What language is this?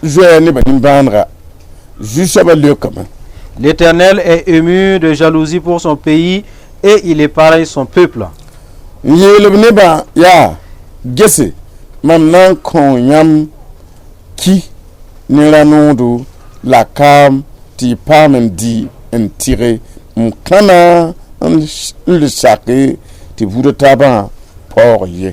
Mossi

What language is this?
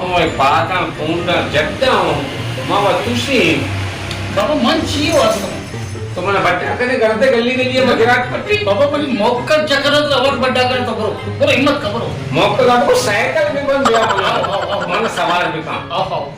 Baluchi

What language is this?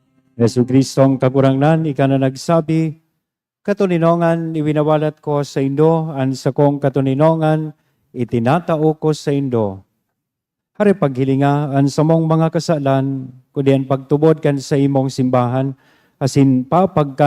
Bikol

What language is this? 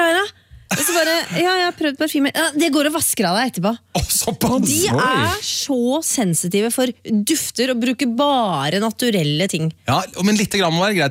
Norwegian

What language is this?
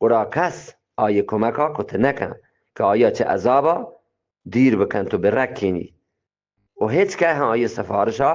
Eastern Balochi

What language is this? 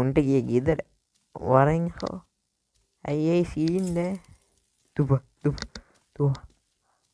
Sinhala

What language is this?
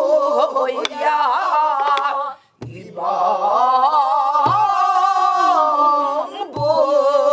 Korean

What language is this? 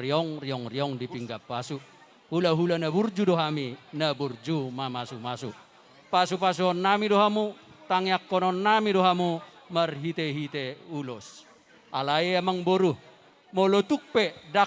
Batak Toba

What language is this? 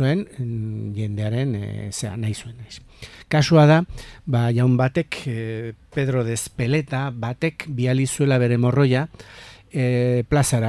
Basque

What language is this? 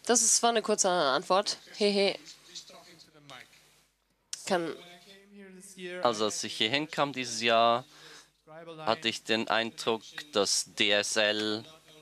German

